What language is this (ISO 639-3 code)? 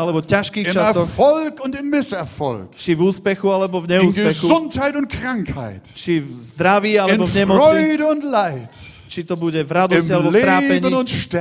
slk